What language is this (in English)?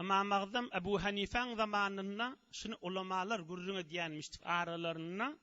Turkmen